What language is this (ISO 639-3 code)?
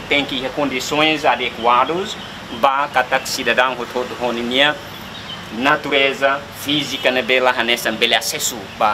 tet